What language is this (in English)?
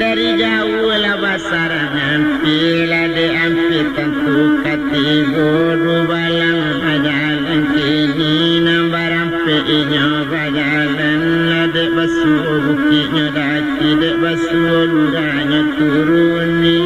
Minangkabau